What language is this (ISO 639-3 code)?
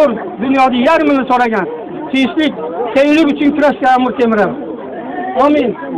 uzb